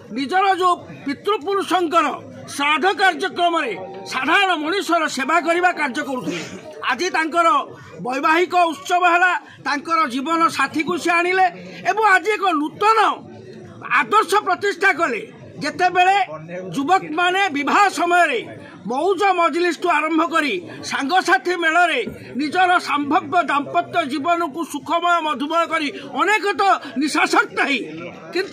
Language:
Odia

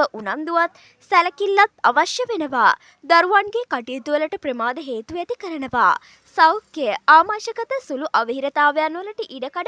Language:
Sinhala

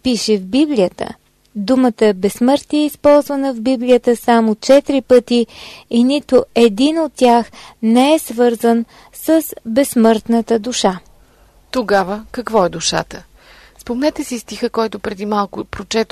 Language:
Bulgarian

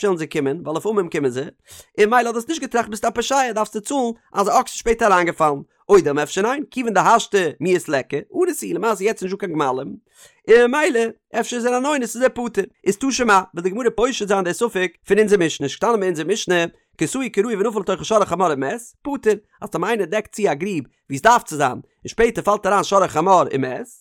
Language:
Yiddish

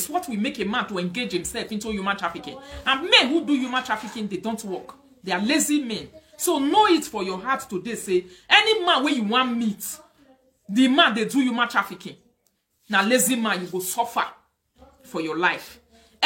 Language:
Nigerian Pidgin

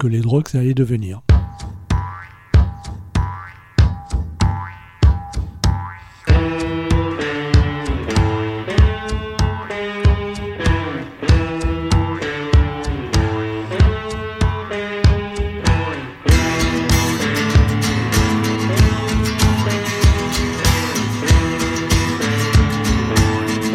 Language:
French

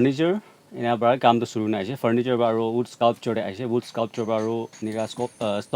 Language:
Naga Pidgin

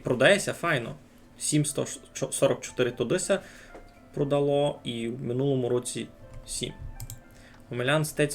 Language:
Rusyn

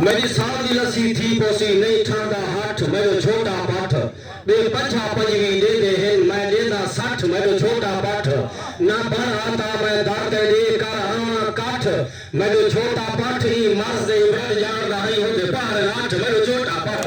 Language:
Saraiki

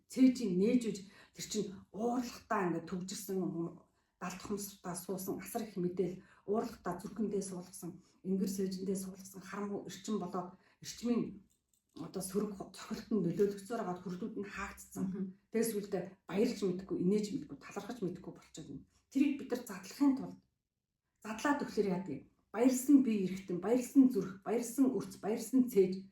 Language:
Mongolian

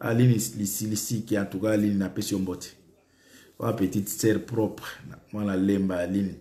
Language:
Lingala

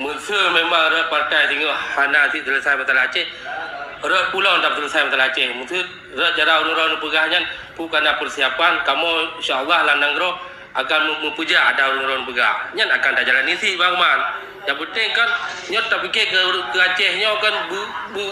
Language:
Achinese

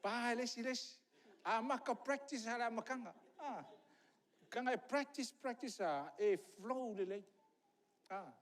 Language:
Samoan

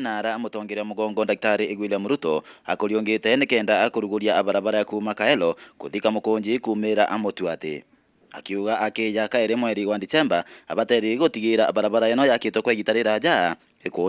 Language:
Meru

